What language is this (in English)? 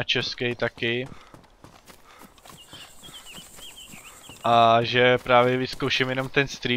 Czech